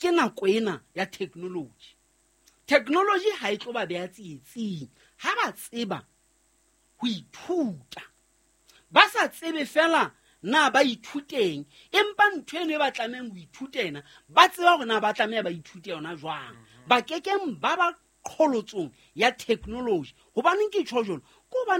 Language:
Southern Sotho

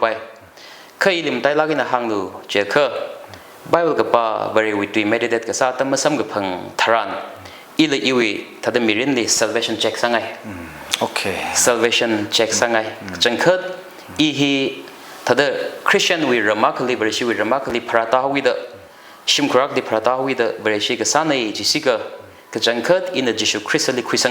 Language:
Tangkhul Naga (India)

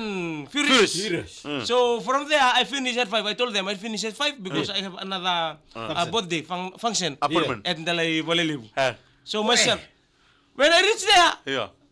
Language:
Fijian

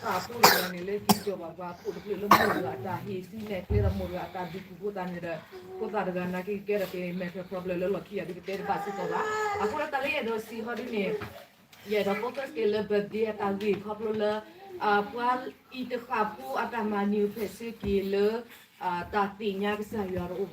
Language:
S'gaw Karen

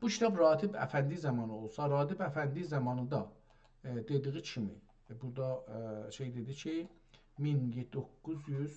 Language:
South Azerbaijani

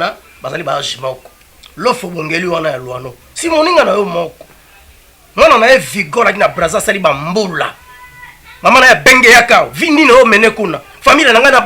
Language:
Lingala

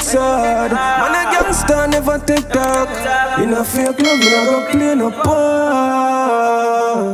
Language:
Jamaican Creole English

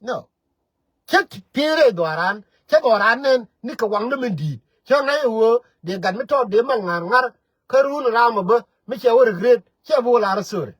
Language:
Nuer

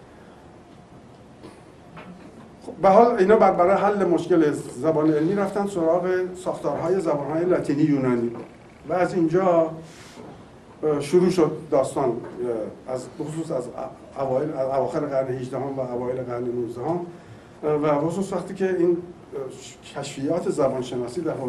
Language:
Persian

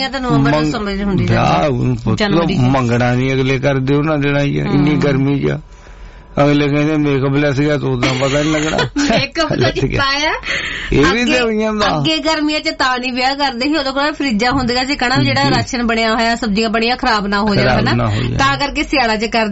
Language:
Punjabi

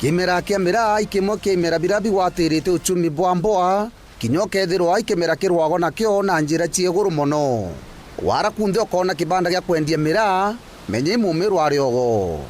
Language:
Meru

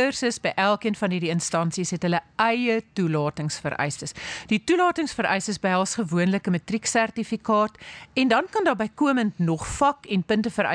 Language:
Afrikaans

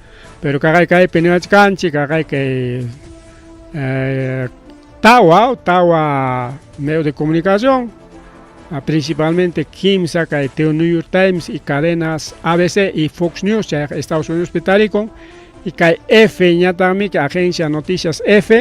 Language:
Ayacucho Quechua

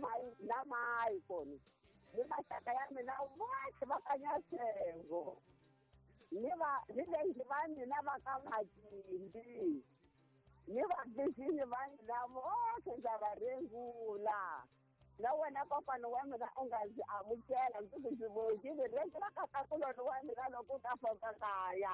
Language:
Tsonga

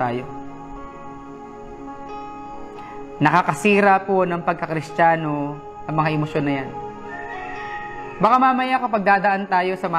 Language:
Filipino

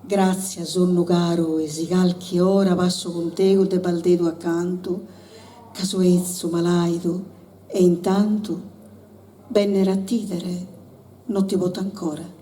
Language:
Sardinian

